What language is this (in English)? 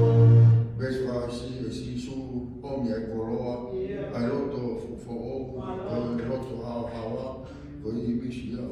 Tongan